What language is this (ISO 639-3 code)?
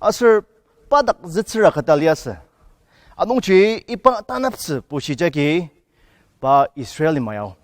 njo